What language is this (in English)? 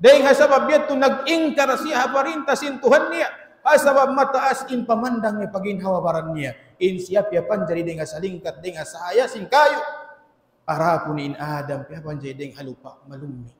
Tausug